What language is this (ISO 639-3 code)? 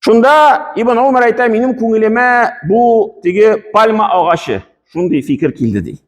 tat